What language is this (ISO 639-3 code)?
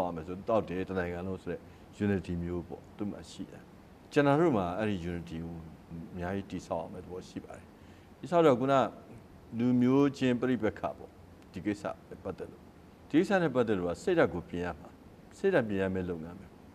mya